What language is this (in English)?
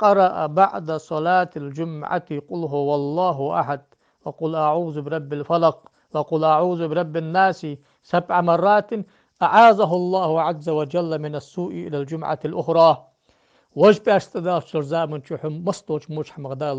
Ingush